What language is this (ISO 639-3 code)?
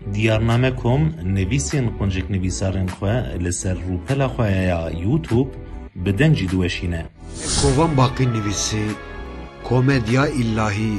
kur